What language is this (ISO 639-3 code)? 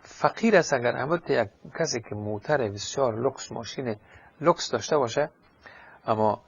fas